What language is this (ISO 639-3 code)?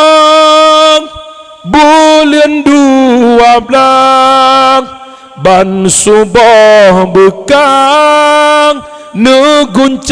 ace